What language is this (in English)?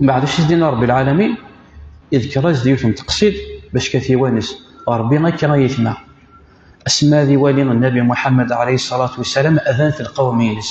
Kabyle